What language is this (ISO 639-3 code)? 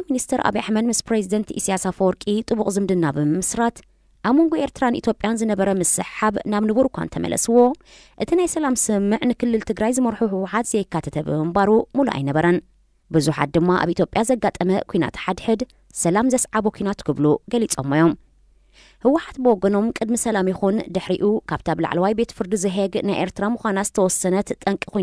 tir